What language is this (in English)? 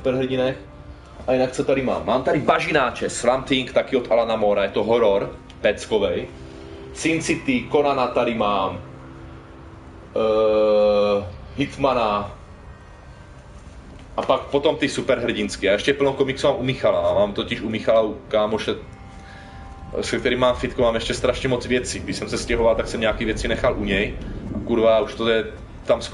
Czech